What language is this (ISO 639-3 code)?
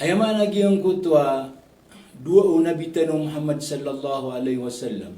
mrw